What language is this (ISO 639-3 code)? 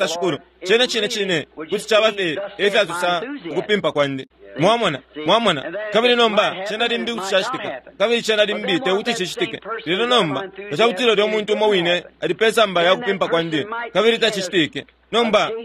bem